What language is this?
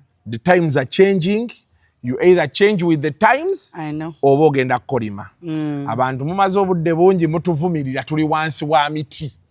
Ganda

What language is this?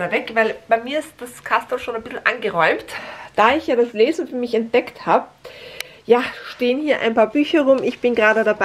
German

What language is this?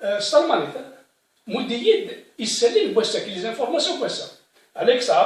Kabyle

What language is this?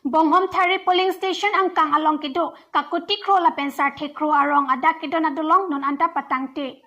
Karbi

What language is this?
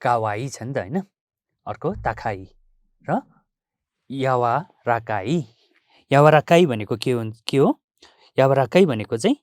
Nepali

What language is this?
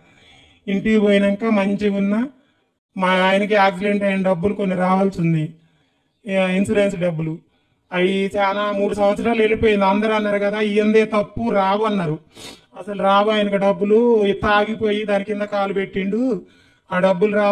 Telugu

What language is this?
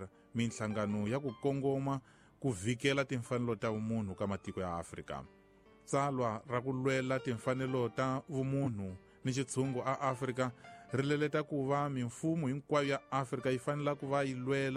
Tsonga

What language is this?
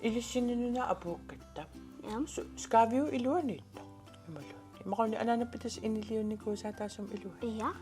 Kalaallisut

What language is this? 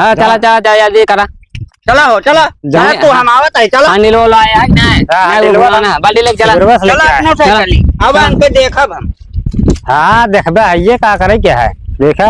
Awadhi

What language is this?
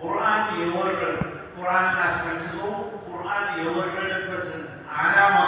Amharic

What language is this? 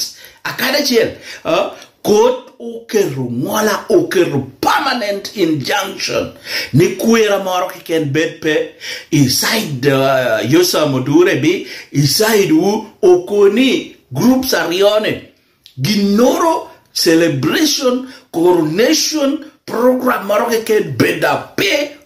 Lango (Uganda)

